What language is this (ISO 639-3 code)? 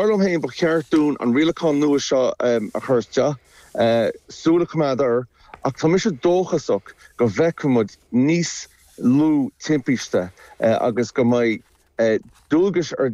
gle